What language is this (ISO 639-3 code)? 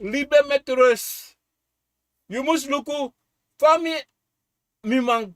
srn